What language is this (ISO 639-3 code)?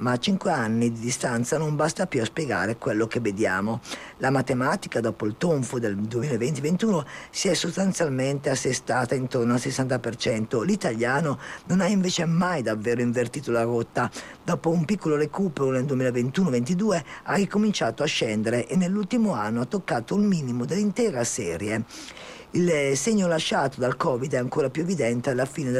ita